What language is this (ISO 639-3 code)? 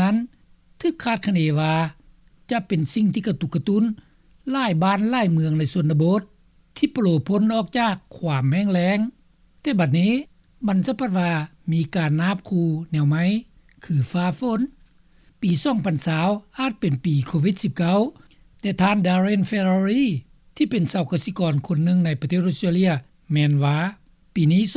lao